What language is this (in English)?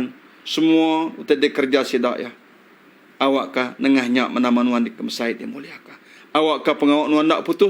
Iban